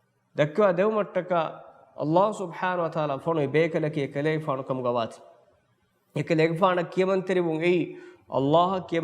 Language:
Divehi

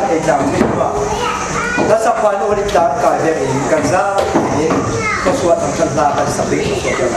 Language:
Falam Chin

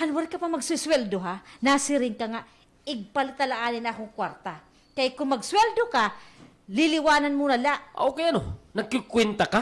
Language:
Waray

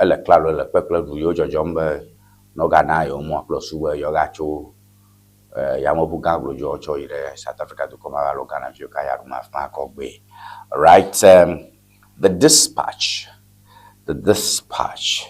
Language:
Ewe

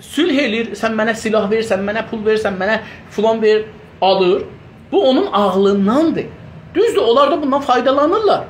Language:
South Azerbaijani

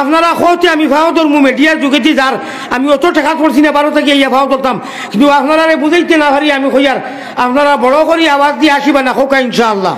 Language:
Sylheti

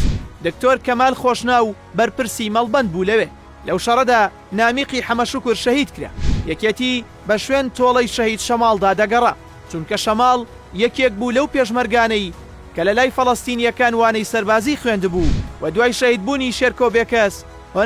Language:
Central Kurdish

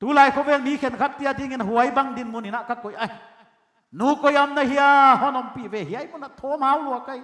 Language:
Paite Chin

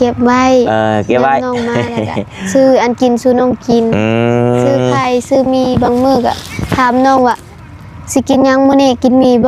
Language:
Northeastern Thai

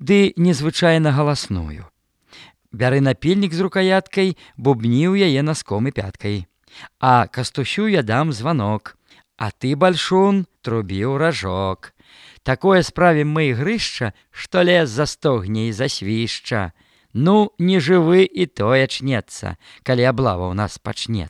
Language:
Belarusian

